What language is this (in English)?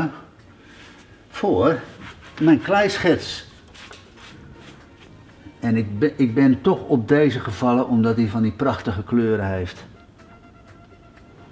Dutch